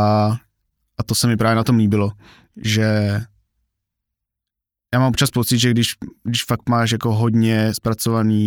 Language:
Czech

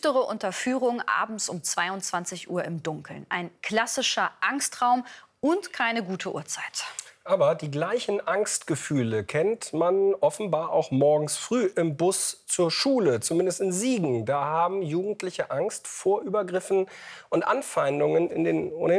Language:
German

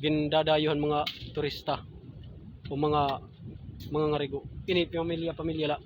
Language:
Waray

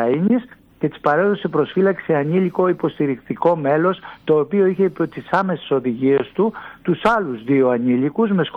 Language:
Greek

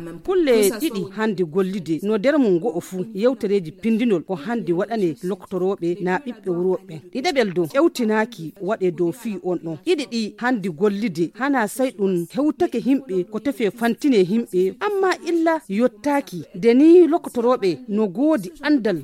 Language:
Fula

